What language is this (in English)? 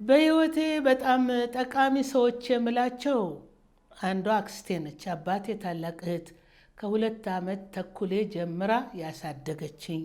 Amharic